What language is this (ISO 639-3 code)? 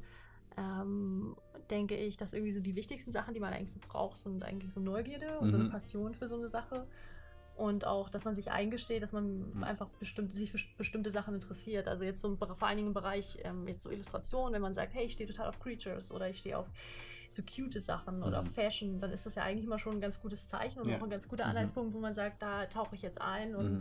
deu